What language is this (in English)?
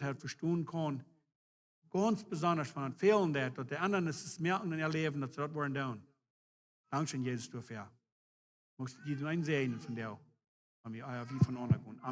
Plautdietsch